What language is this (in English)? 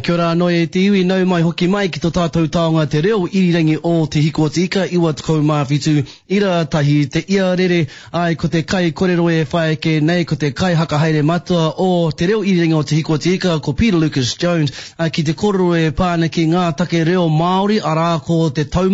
Māori